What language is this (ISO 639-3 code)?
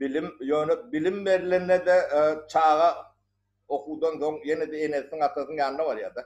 tuk